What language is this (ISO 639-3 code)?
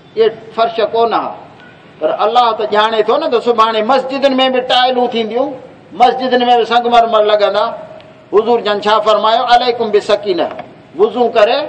skr